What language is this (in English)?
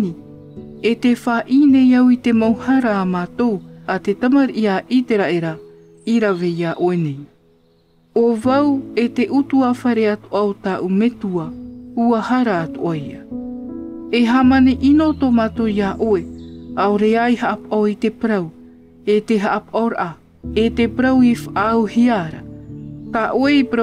Tahitian